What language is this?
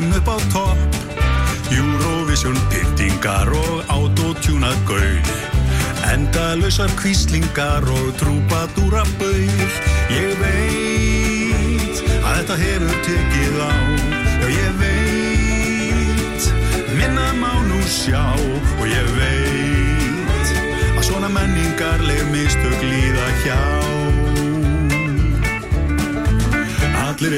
Icelandic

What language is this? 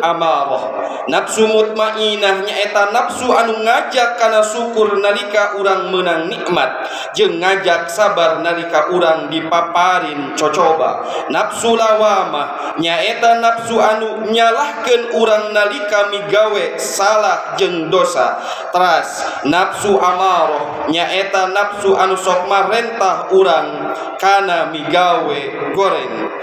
Sundanese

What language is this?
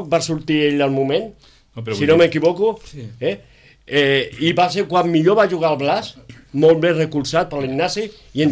Catalan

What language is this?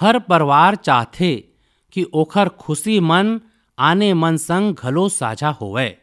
Chhattisgarhi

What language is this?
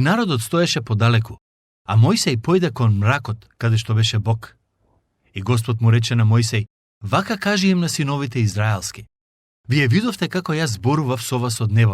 Macedonian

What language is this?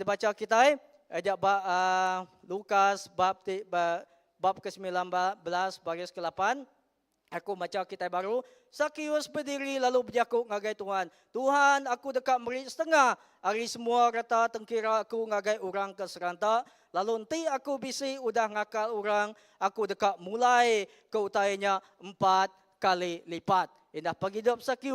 Iban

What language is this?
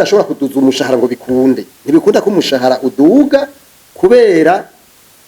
Rundi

